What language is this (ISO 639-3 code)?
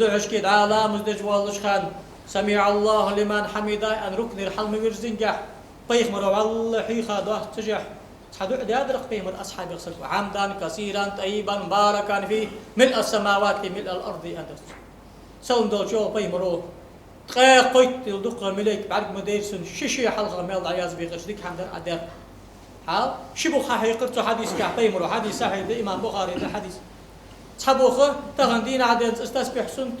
inh